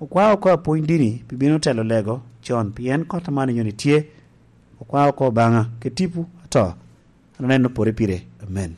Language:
Lango (Uganda)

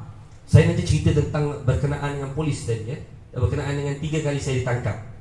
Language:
Malay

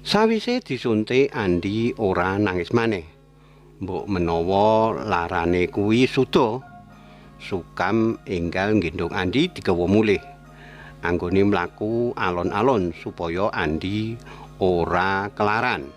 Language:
Javanese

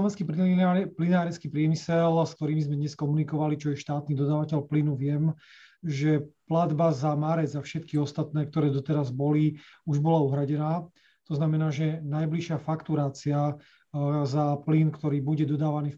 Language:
Slovak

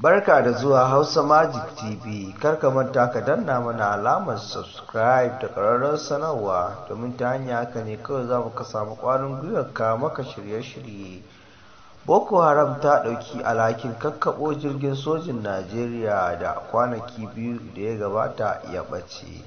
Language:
Hausa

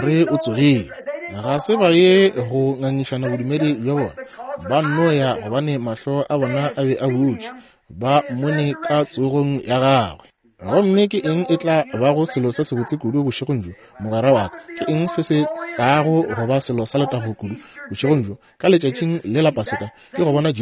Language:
Northern Sotho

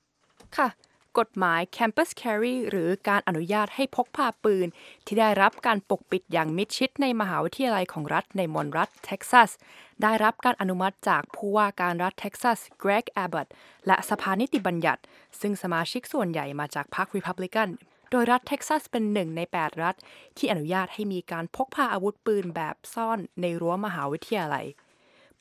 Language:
Thai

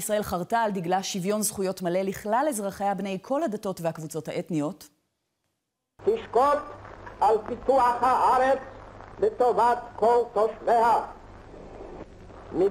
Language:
Hebrew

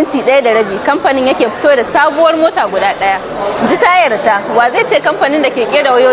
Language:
Hausa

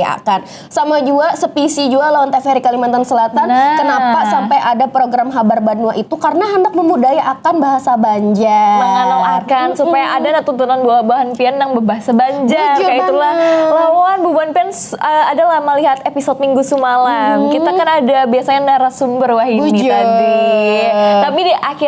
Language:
Banjar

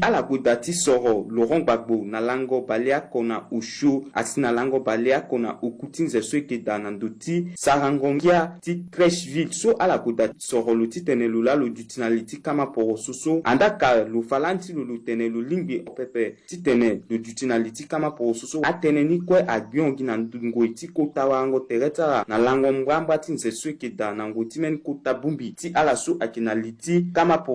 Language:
Sango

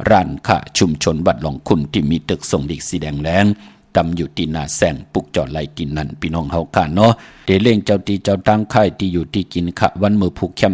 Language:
Shan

